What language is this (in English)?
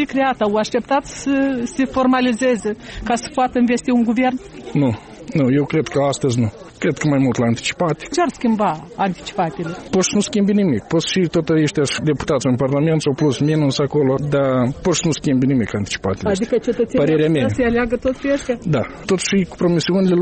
Romanian